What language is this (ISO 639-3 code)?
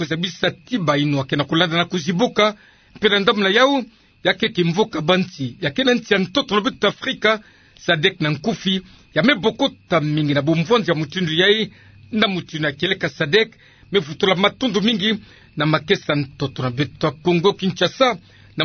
ktu